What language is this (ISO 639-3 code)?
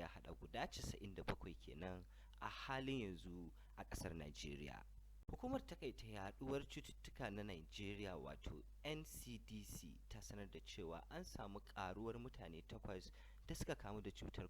hau